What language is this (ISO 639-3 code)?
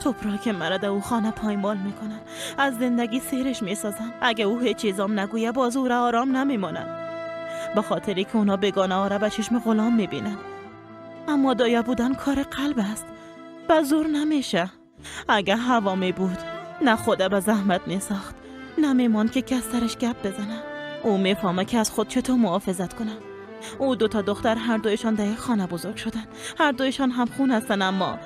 fas